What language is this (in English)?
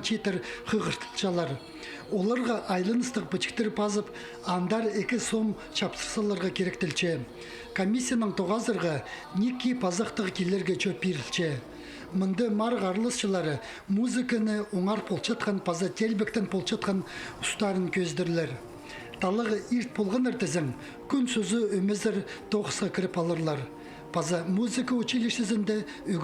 Khakas